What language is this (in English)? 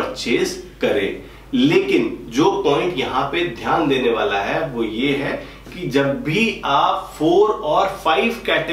Hindi